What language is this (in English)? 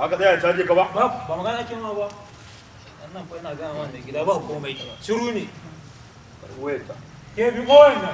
Hausa